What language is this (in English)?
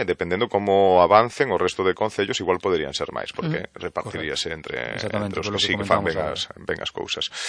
Galician